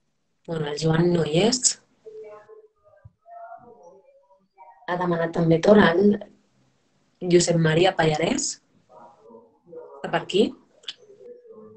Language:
Catalan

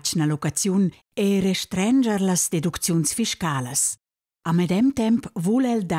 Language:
Romansh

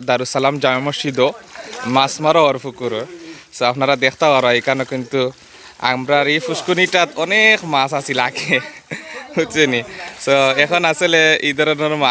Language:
Sylheti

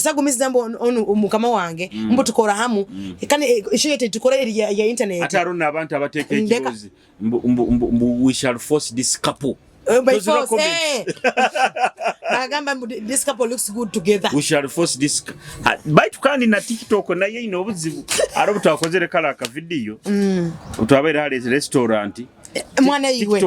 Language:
Nyoro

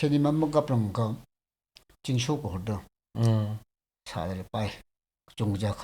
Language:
Tangkhul Naga (India)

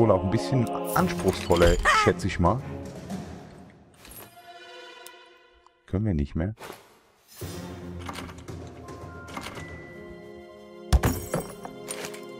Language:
German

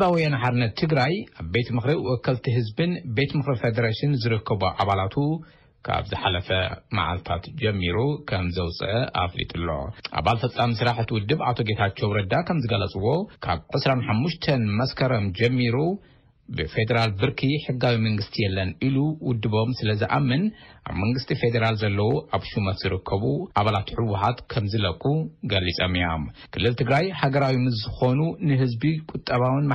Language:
Tigrinya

